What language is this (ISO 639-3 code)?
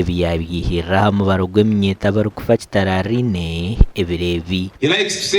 nyn